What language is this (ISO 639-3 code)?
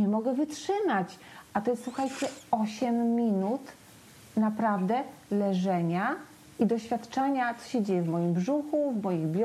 pol